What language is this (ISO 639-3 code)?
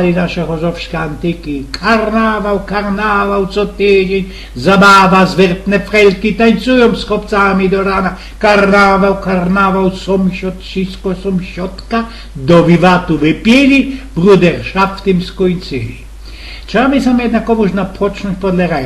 szl